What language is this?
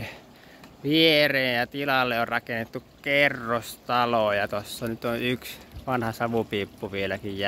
Finnish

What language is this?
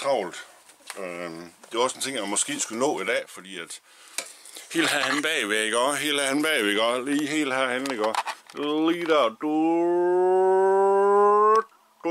Danish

